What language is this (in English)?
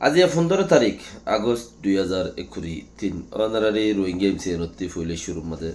Rohingya